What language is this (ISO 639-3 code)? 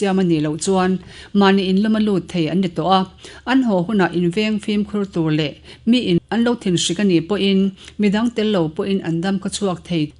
lus